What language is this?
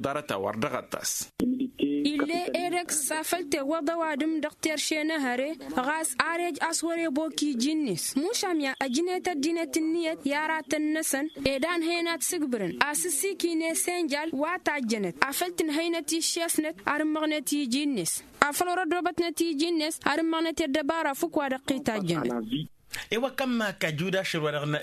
Tamasheq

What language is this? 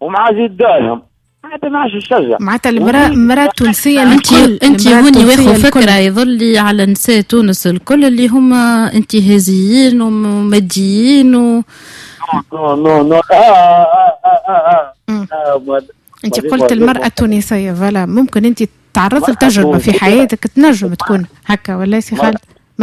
Tunisian Arabic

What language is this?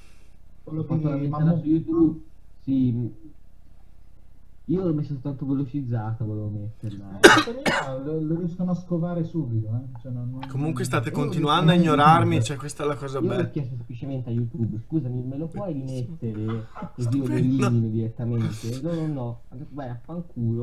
Italian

